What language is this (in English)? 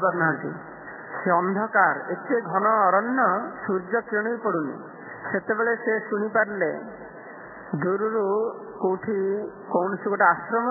Odia